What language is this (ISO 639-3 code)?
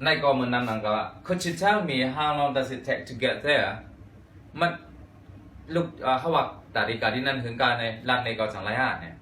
shn